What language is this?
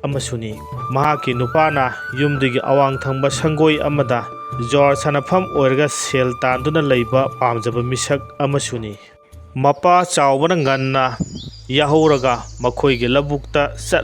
Manipuri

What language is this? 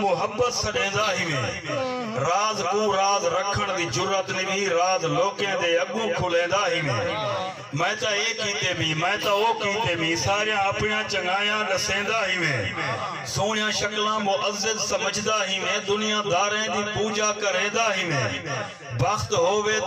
Saraiki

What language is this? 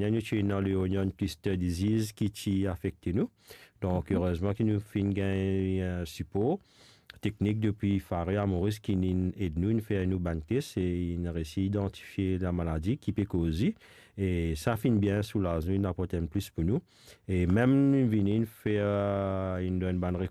Morisyen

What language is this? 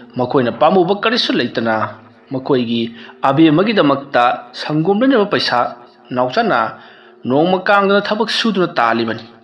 Manipuri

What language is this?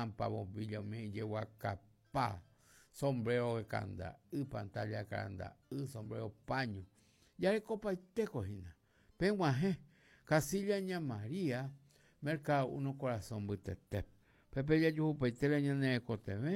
Guarani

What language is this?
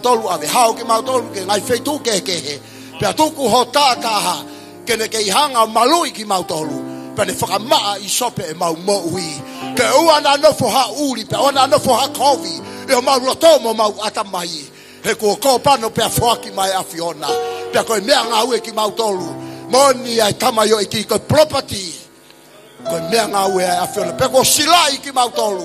Tongan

